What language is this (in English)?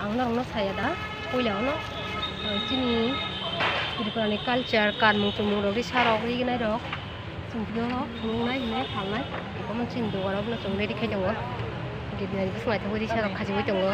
Kok Borok